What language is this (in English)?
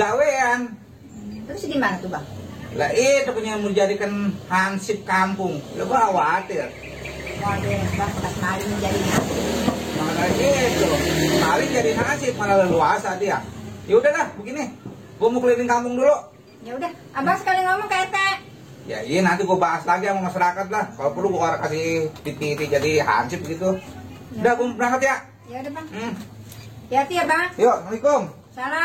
Betawi